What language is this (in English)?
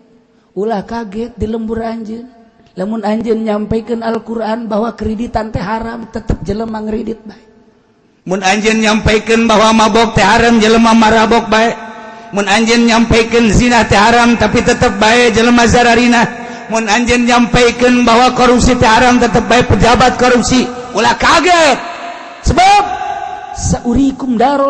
Sundanese